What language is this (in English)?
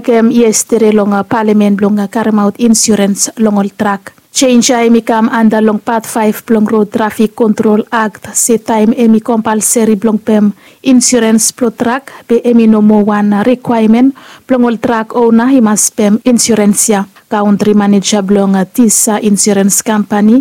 Bislama